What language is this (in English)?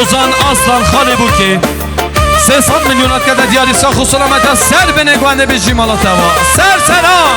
Kurdish